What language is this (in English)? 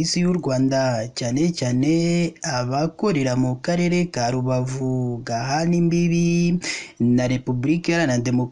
Kinyarwanda